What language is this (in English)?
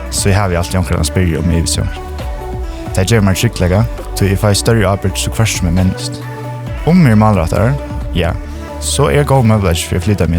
Faroese